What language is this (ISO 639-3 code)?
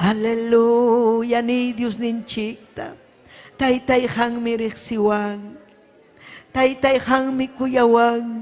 quy